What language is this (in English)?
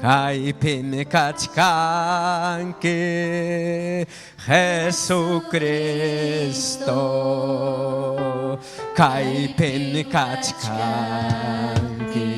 Ayacucho Quechua